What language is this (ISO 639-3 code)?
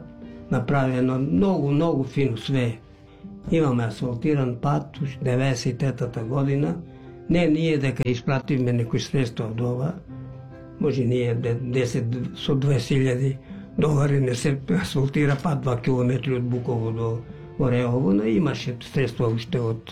mkd